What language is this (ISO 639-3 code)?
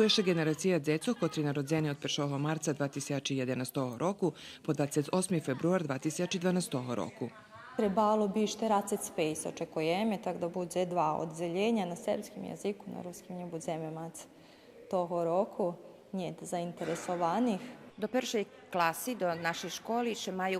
rue